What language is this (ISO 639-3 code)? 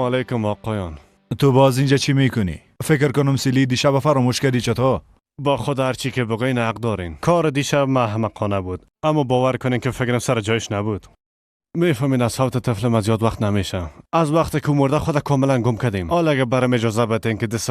fas